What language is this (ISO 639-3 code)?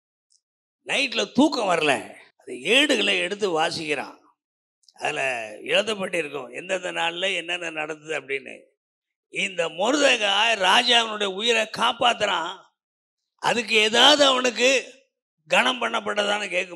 tam